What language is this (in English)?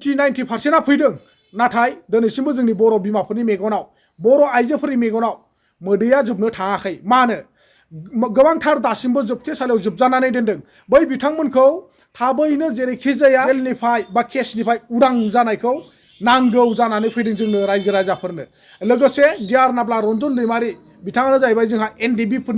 Bodo